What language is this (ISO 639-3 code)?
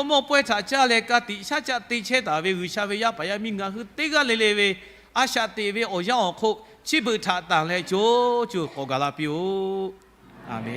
lhu